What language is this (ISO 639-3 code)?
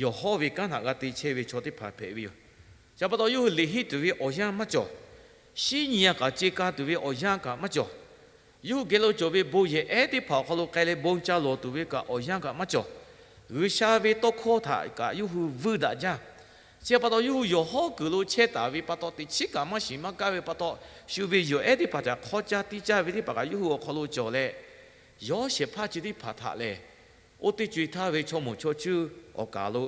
lhu